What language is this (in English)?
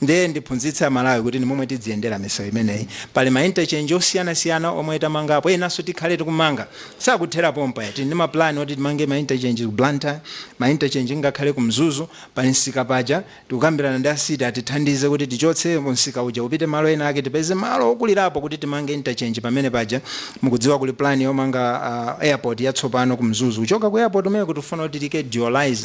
Nyanja